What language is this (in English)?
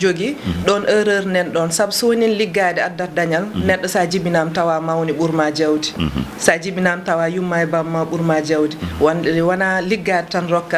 Fula